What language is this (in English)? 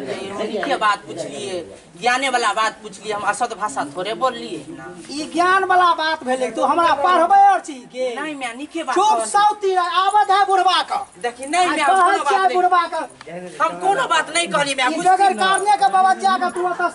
Maithili